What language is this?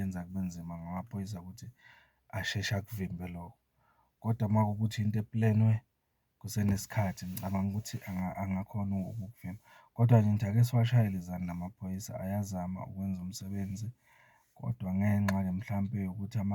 Zulu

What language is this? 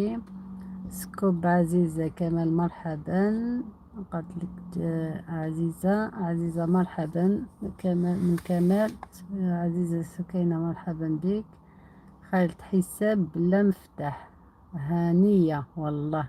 Algerian Arabic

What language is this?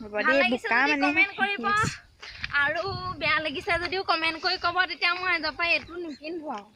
Assamese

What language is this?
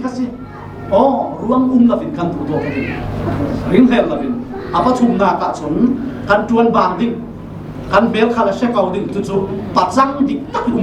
Falam Chin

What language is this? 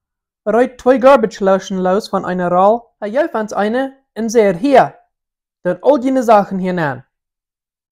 Plautdietsch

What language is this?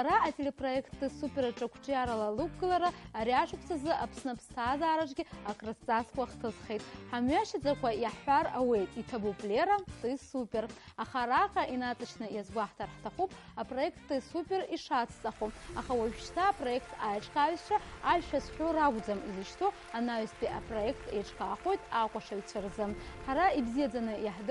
Abkhazian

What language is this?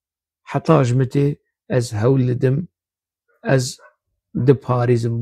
Kurdish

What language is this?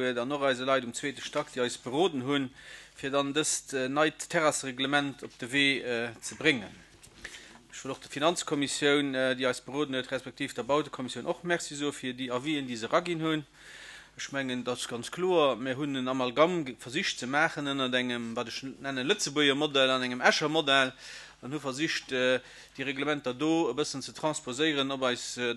Luxembourgish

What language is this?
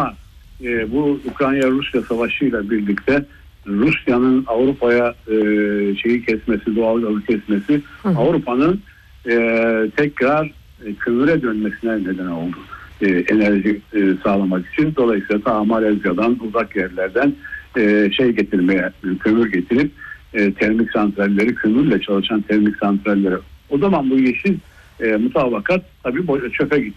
Turkish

